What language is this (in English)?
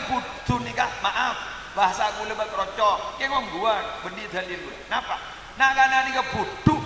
Madurese